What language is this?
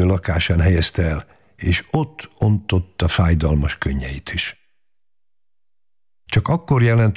Hungarian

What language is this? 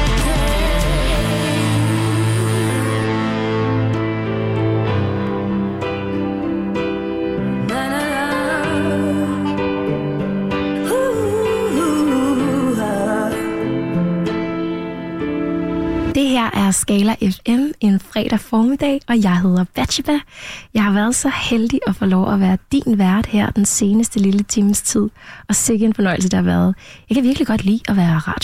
Danish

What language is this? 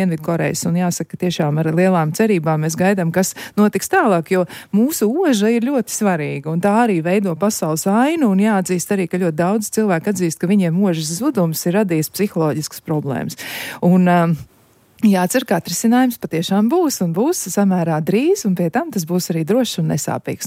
Latvian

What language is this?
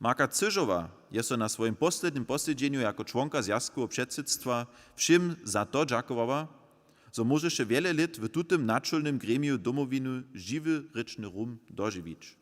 Upper Sorbian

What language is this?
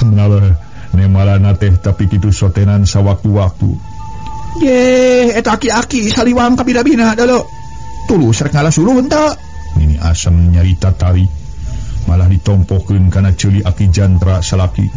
Sundanese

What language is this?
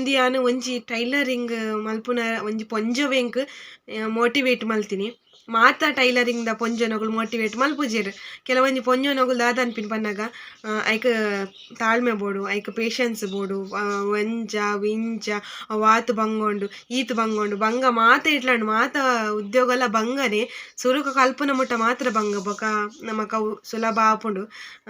Tulu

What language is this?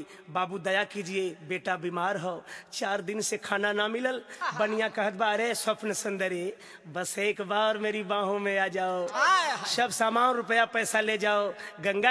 Bhojpuri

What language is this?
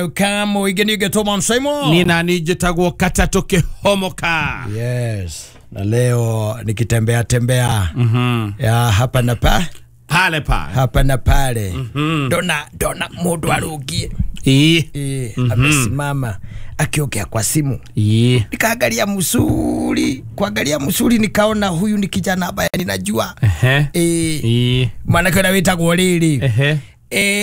Kikuyu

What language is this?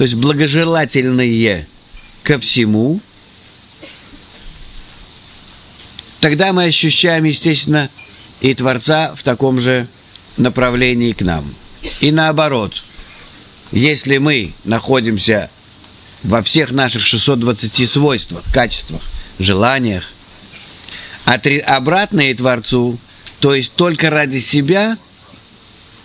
Russian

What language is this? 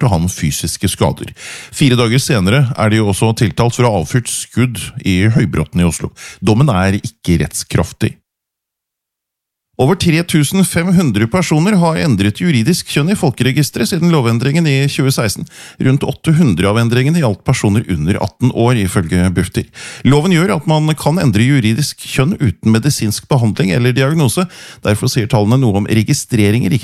Norwegian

